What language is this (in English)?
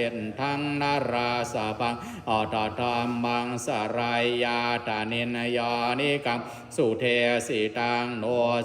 Pali